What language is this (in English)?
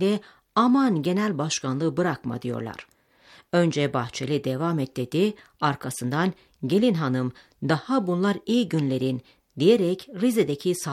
Turkish